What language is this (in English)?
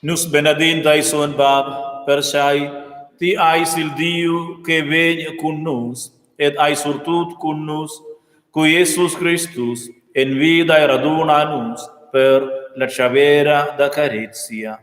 Romansh